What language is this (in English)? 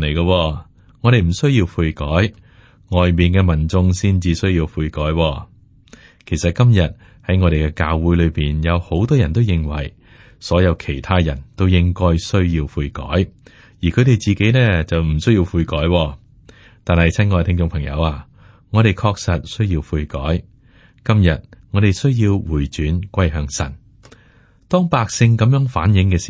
Cantonese